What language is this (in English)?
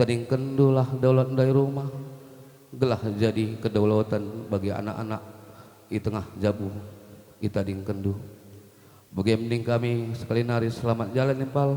Batak Karo